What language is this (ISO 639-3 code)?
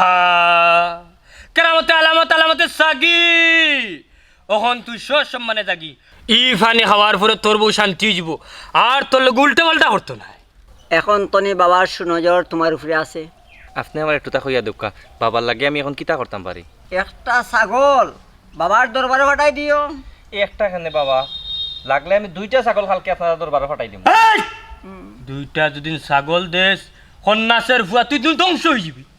syl